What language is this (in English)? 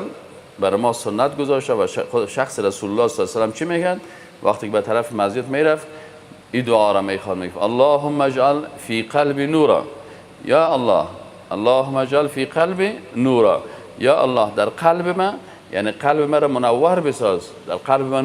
Persian